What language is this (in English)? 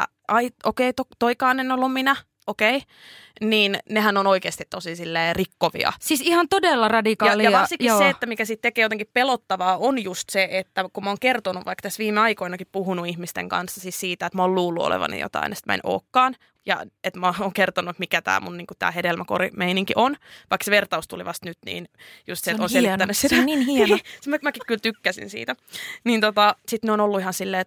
Finnish